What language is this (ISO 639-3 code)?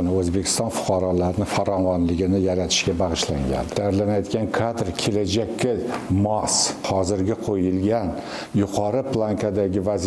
uzb